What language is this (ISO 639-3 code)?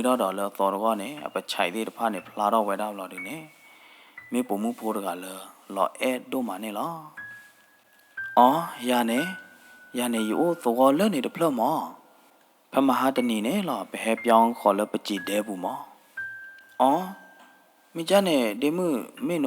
ksw